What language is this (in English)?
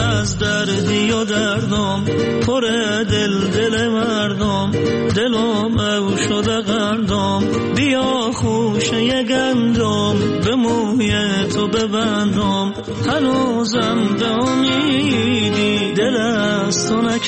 Persian